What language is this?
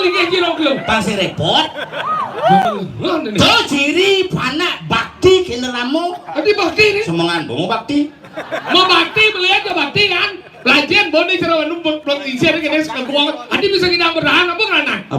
Balinese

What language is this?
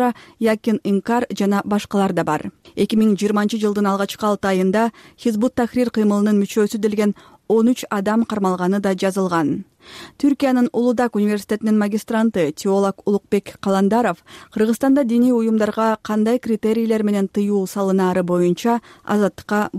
Kyrgyz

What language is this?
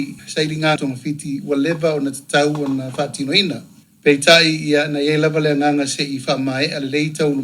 Samoan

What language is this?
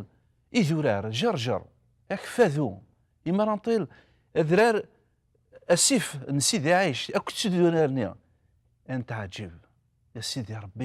Kabyle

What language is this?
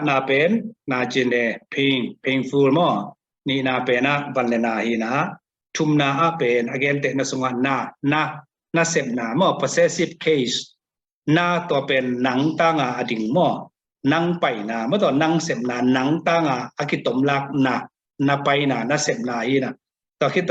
Tedim Chin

